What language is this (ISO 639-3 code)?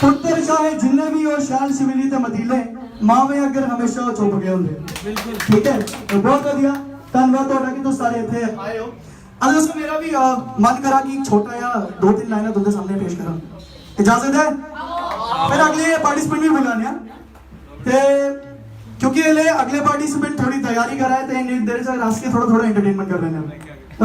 doi